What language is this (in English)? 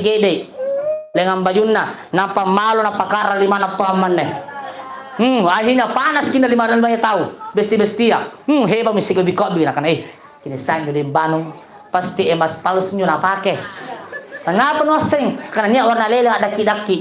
Makasar